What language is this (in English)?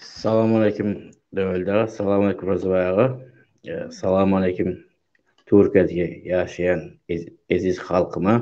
Turkmen